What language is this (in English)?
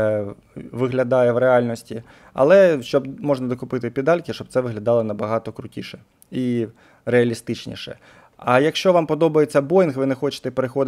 Ukrainian